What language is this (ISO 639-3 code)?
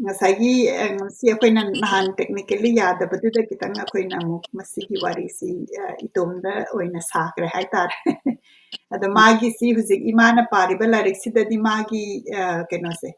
mni